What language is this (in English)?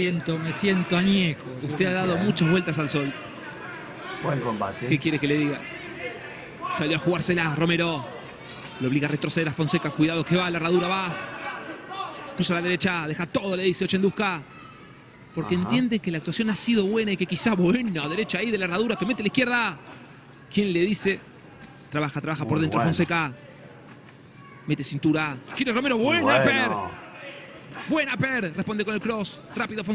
Spanish